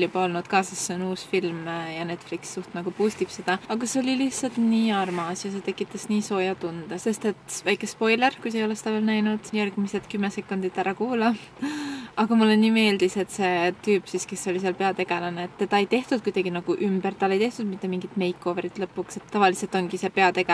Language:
Estonian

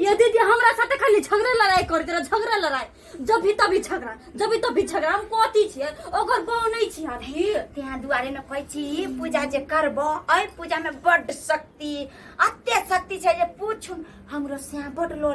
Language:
Maithili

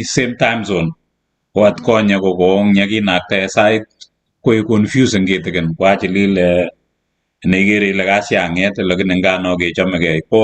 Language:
Kalenjin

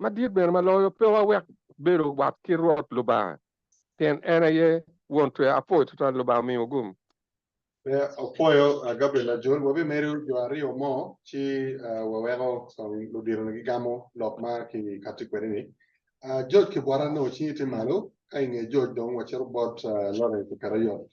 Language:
Acoli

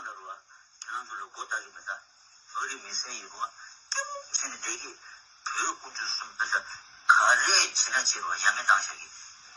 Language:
Tibetan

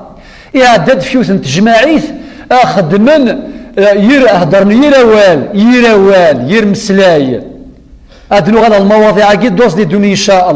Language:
Kabyle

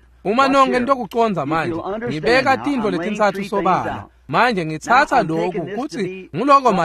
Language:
Swati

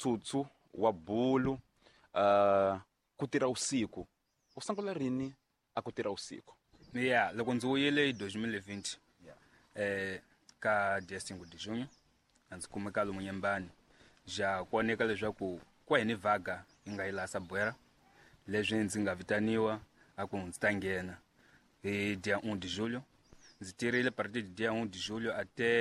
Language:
Tsonga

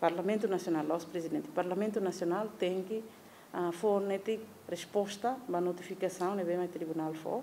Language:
Tetum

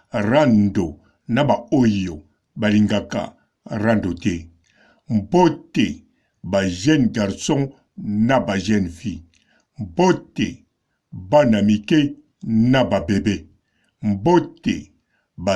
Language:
Lingala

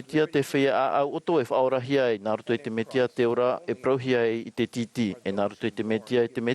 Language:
Tahitian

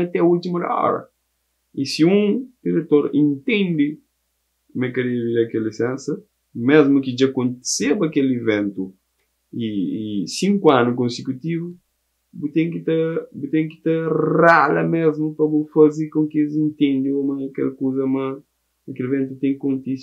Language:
Kabuverdianu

